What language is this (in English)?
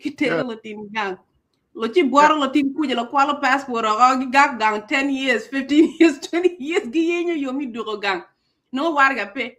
Acoli